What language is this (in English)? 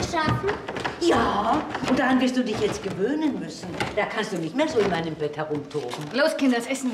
German